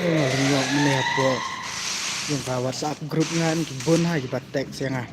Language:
Khasi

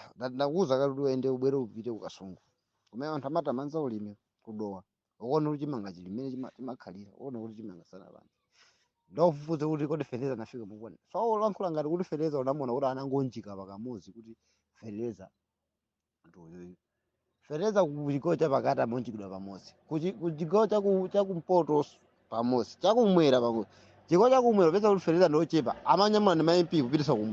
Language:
Nyanja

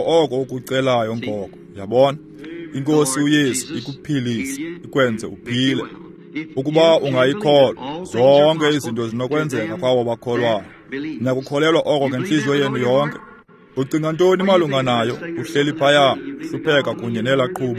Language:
Xhosa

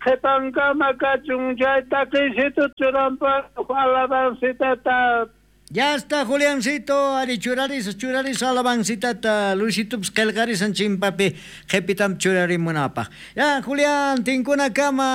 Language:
South Bolivian Quechua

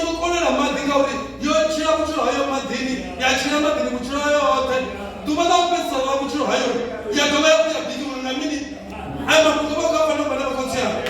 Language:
Venda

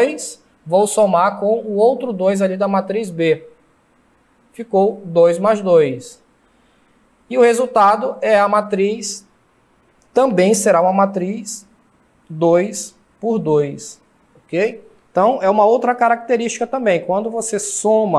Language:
Portuguese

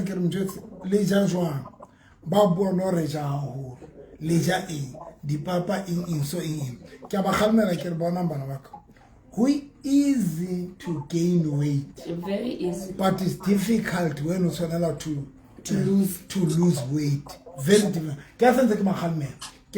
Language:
Southern Sotho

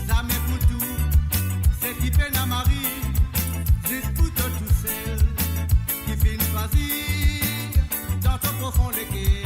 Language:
Morisyen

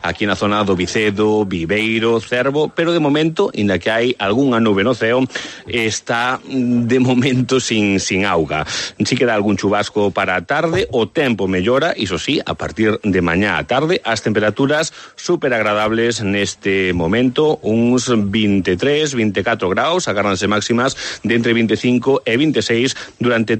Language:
Galician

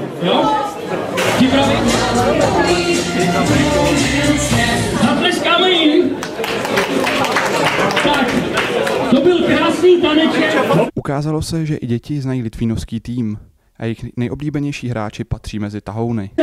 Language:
Czech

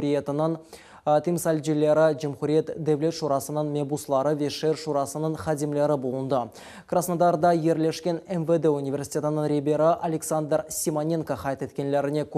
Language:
Crimean Tatar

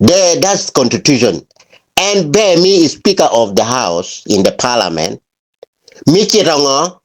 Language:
Acoli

